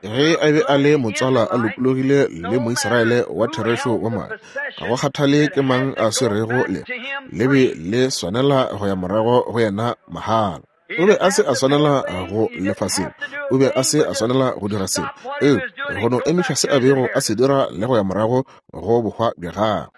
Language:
Northern Sotho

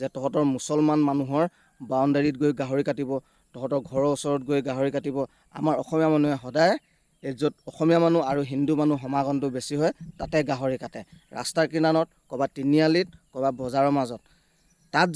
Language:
Assamese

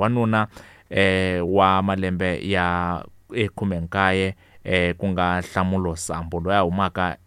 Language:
Tsonga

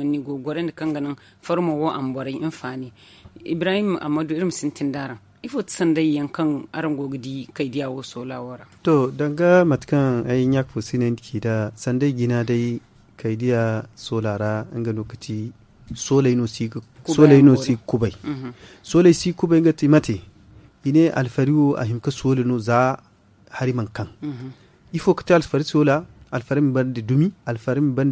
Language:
Zarma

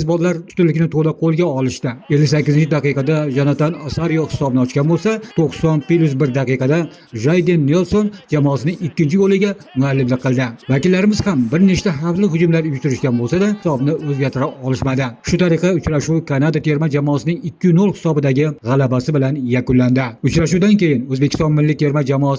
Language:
Uzbek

